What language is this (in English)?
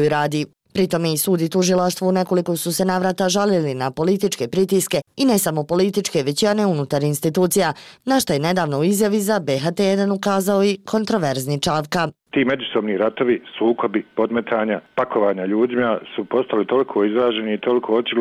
Bosnian